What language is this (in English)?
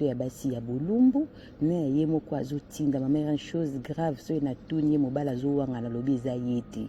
Lingala